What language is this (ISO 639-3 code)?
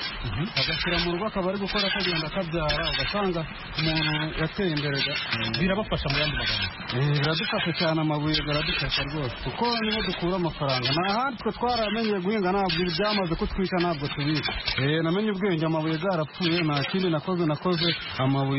kin